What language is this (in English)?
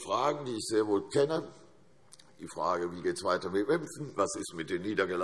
German